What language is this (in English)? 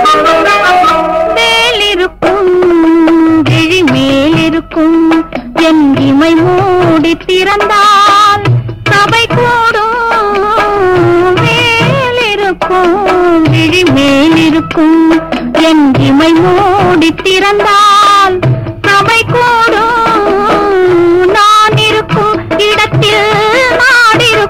Tamil